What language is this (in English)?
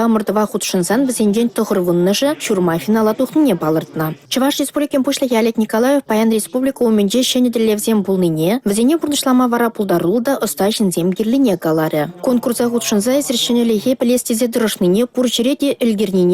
Chuvash